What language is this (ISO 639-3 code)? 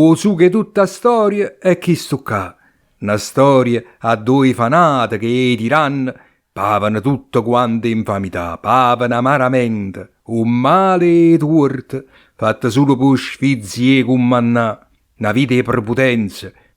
nap